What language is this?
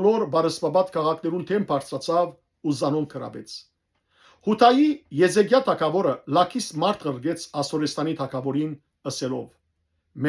Western Armenian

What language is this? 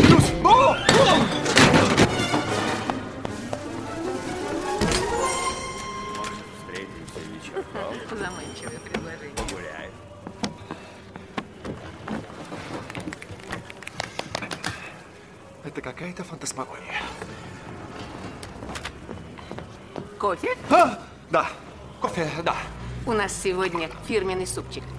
Russian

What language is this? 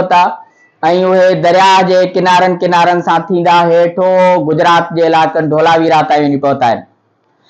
Sindhi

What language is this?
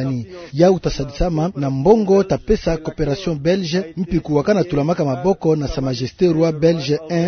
Kituba (Democratic Republic of Congo)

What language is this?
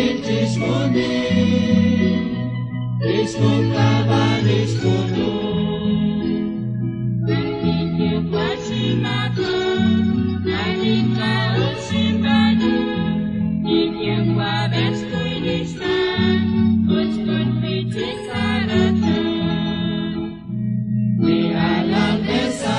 Kekchí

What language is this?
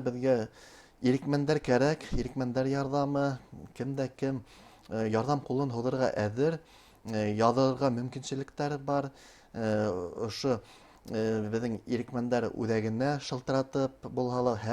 Bashkir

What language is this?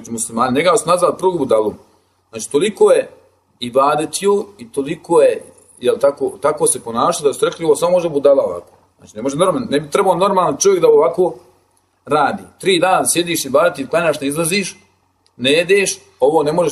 Bosnian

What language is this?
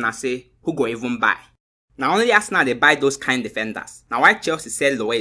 Nigerian Pidgin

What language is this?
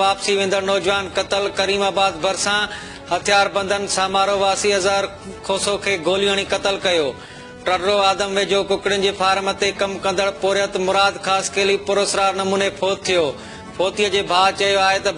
Sindhi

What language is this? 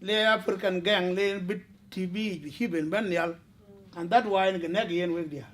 Dinka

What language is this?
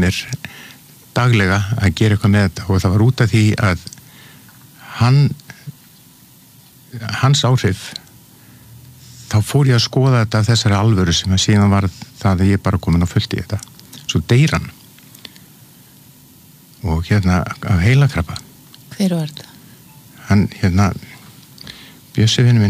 Icelandic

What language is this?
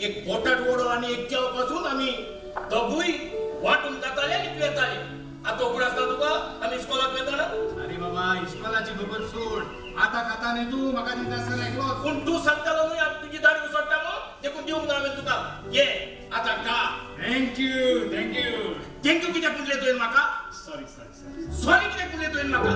Konkani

